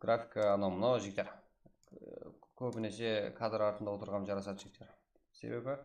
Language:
Kara-Kalpak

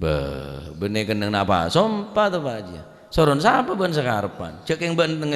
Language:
Madurese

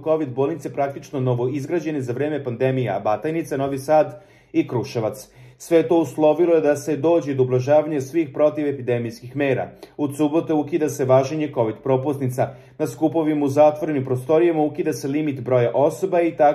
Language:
Serbian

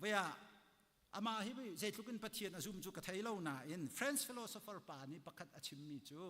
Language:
Hakha Chin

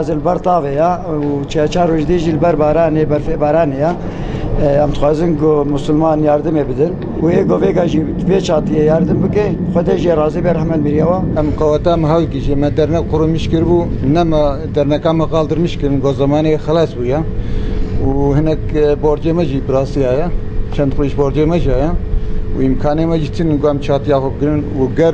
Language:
Kurdish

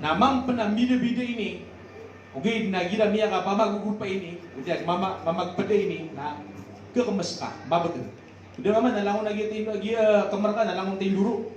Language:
Maranao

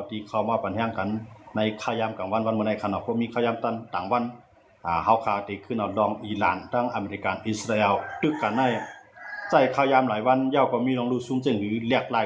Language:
Shan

